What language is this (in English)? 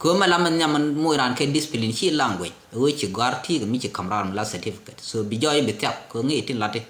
Nuer